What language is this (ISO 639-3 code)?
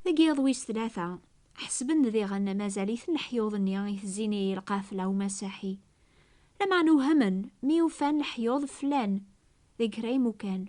kab